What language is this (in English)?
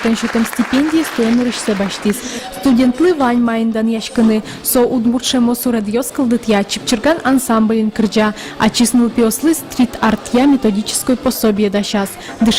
Udmurt